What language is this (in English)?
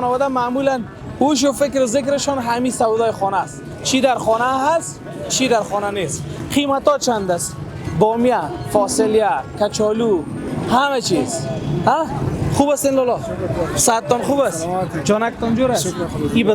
Persian